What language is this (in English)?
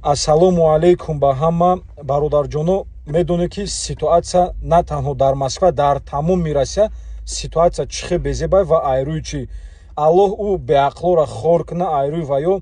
Tajik